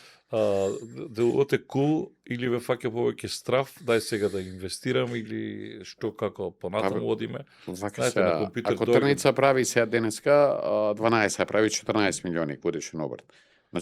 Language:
Macedonian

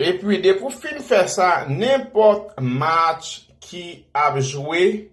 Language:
Haitian Creole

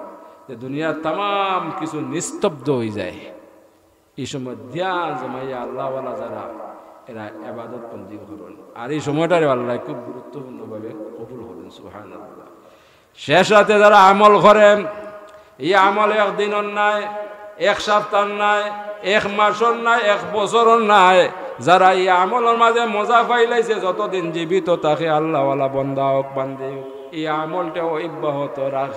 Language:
Sylheti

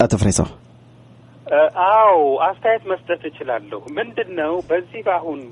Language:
Amharic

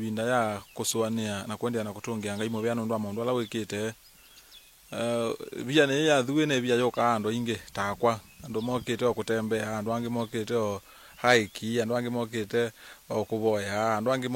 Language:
Kamba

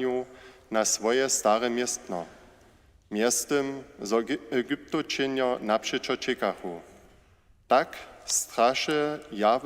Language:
Upper Sorbian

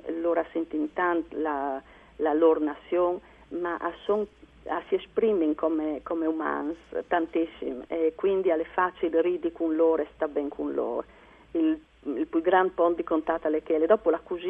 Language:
Friulian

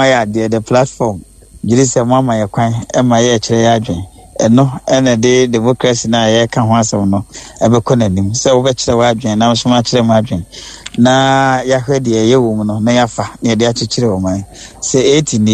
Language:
Akan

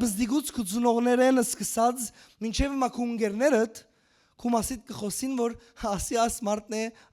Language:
Western Armenian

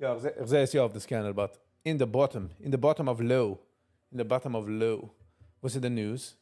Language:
Yiddish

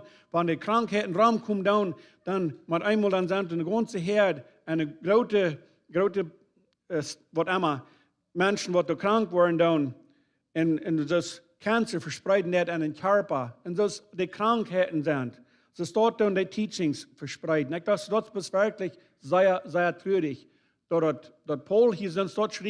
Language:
Plautdietsch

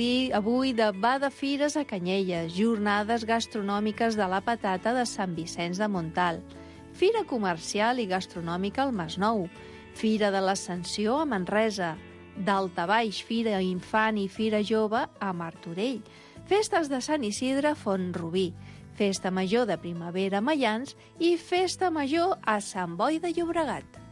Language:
Catalan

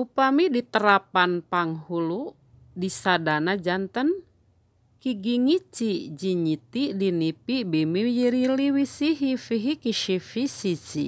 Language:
Sundanese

